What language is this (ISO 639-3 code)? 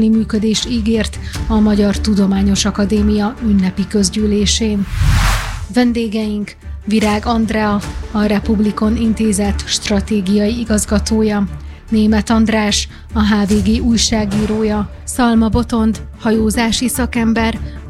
hun